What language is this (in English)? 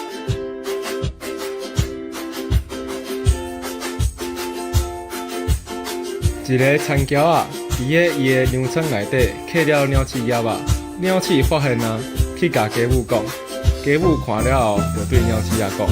Min Nan Chinese